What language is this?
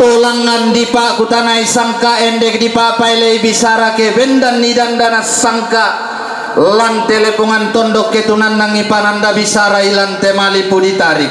Toraja-Sa'dan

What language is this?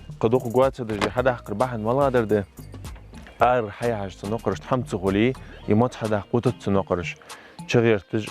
Ingush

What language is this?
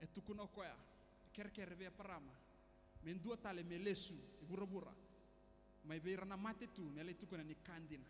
Fijian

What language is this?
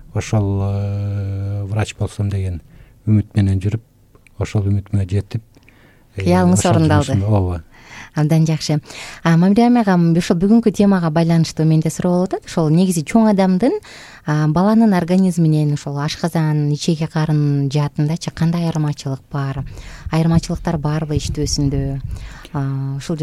Kyrgyz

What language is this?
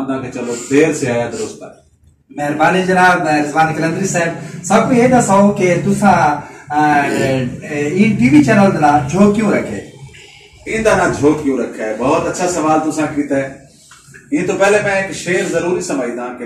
Saraiki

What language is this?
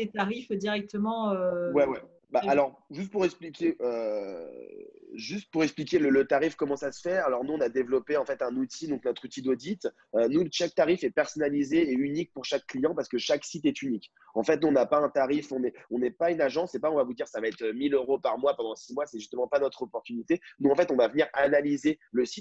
French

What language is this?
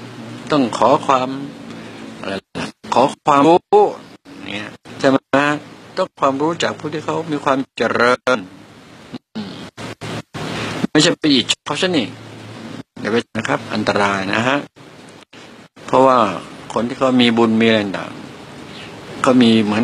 Thai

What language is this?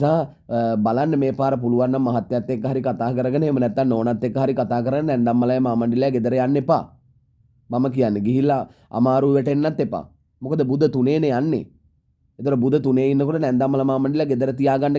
Sinhala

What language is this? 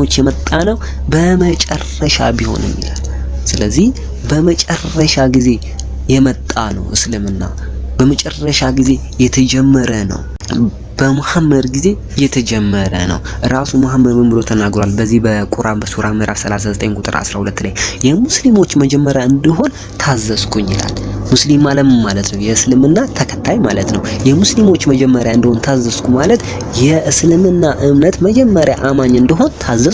Amharic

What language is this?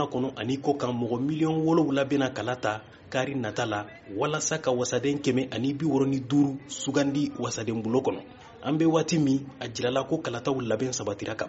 Bambara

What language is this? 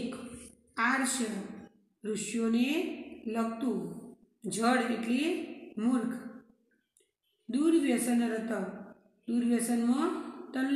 Gujarati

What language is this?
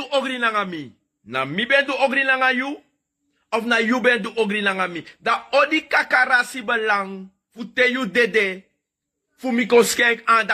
Sranan Tongo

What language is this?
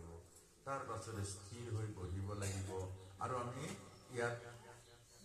Assamese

